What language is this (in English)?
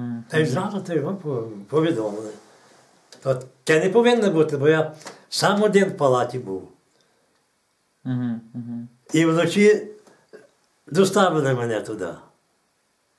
Ukrainian